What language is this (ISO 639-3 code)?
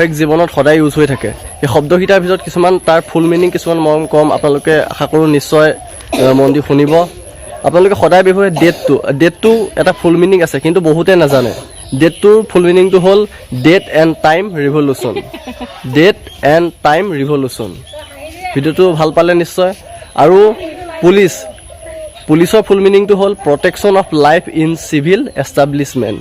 asm